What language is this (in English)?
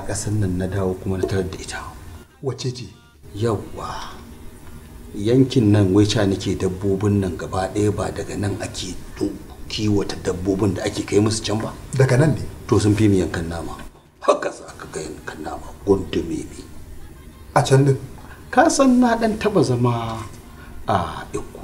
Hausa